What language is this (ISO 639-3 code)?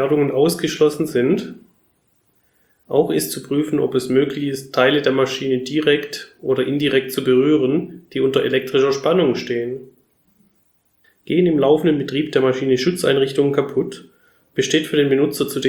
deu